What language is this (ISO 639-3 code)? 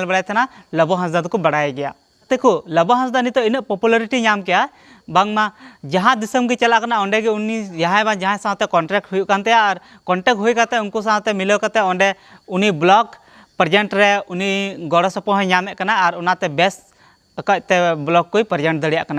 sat